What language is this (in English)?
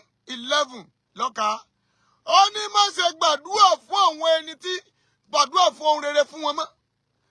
Yoruba